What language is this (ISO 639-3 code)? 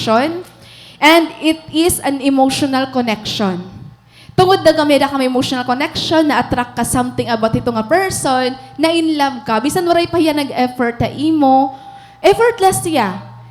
war